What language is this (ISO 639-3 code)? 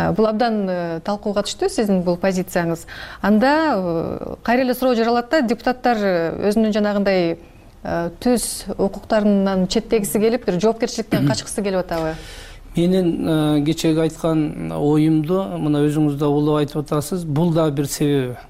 kir